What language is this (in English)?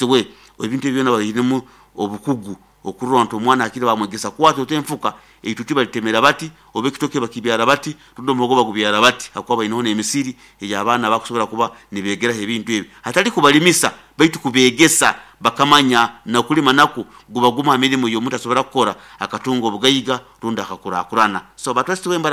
Nyoro